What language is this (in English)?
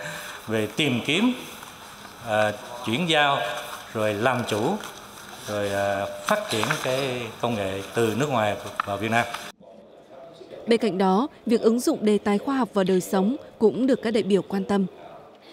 Vietnamese